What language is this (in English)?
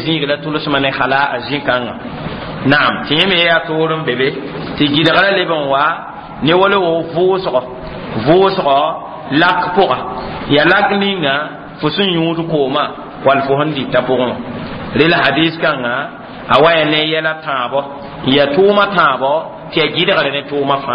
Mossi